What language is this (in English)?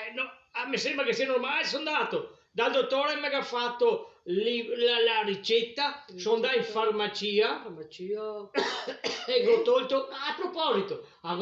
Venetian